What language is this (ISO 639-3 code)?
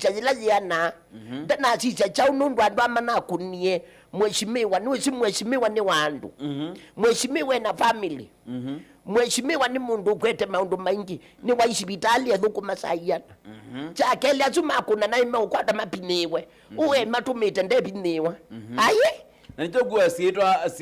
kam